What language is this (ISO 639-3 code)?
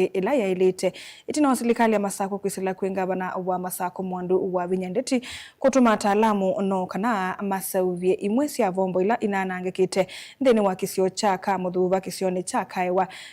kam